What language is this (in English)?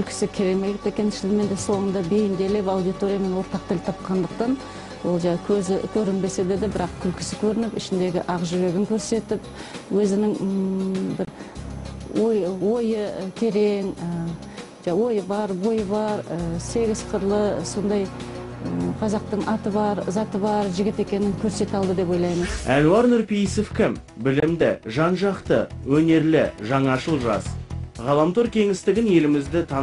Kazakh